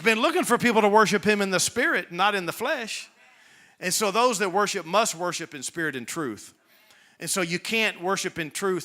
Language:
English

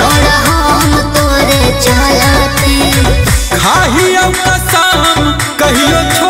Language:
Bhojpuri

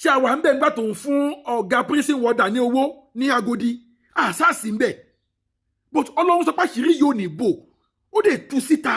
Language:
Yoruba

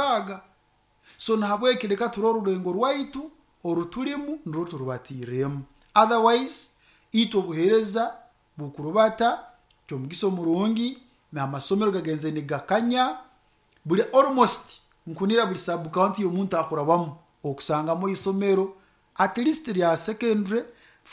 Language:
Nyoro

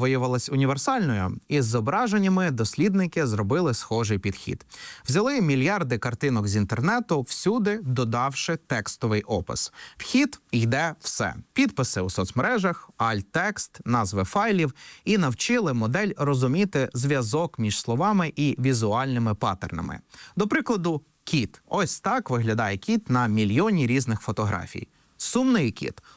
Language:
Ukrainian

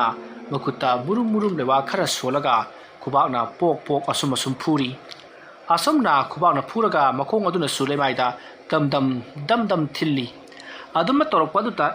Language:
Manipuri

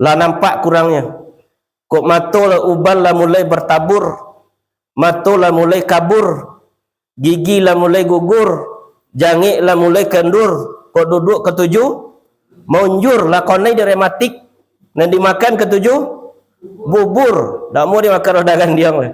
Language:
Minangkabau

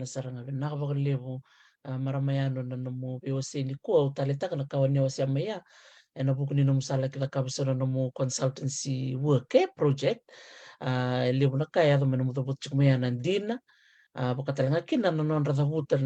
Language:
Fijian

